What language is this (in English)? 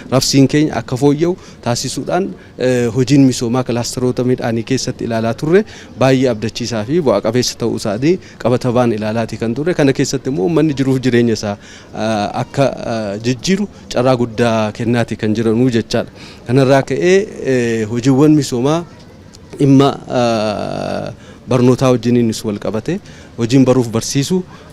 Oromo